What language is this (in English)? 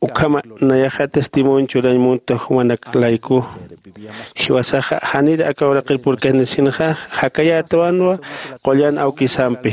Aymara